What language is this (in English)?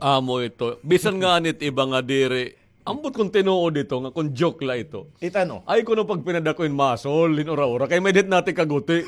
Waray